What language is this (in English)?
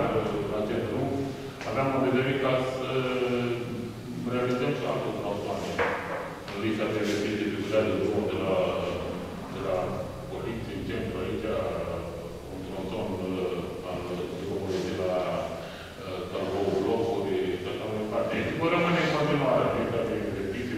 Romanian